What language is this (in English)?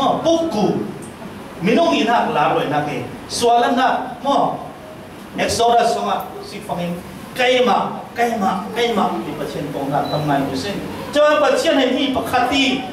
Falam Chin